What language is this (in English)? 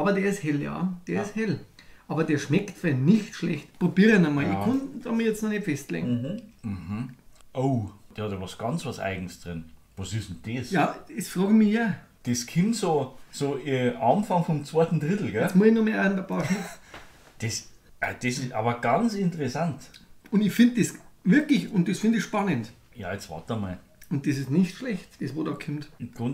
Bavarian